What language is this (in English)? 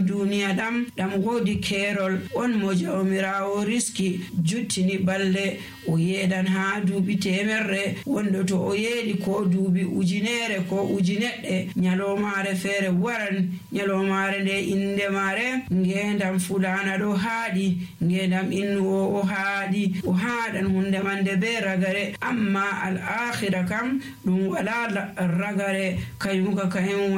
Nigerian Fulfulde